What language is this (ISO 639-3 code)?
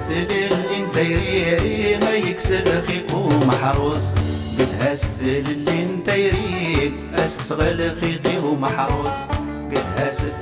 kab